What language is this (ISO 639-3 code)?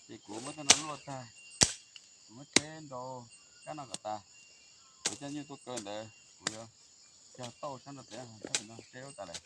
hmn